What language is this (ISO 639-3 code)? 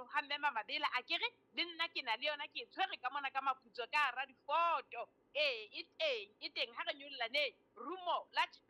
sot